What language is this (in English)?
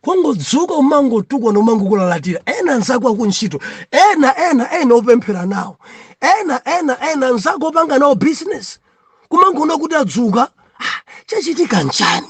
Nyanja